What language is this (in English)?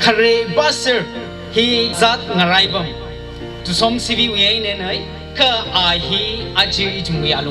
Tangkhul Naga (India)